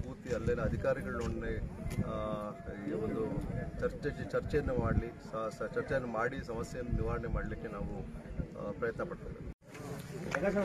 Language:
Kannada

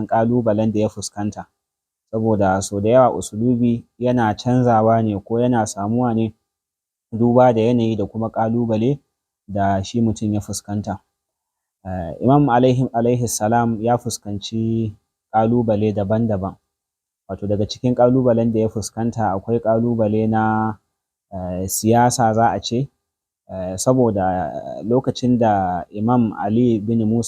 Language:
Hausa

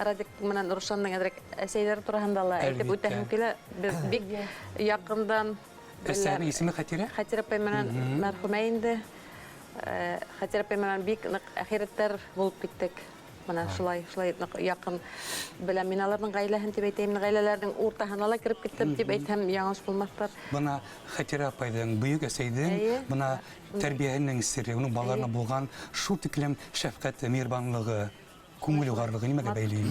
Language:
Bashkir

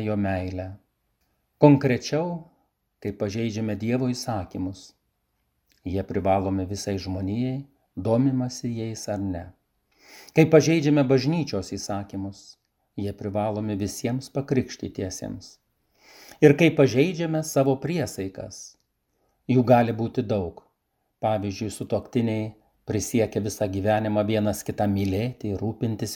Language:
Lithuanian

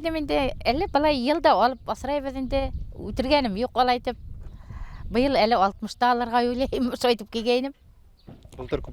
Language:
Bashkir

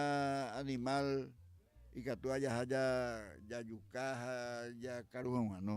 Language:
Guarani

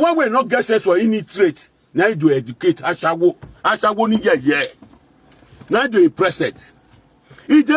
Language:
Nigerian Pidgin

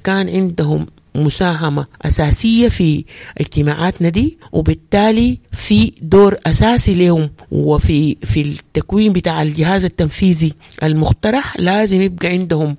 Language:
Sudanese Arabic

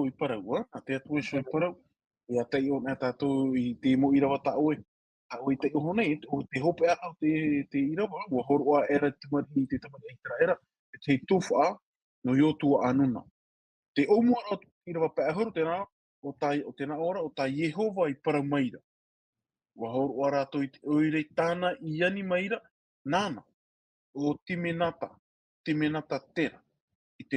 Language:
Tahitian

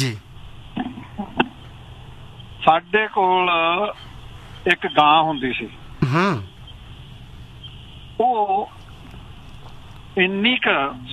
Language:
Punjabi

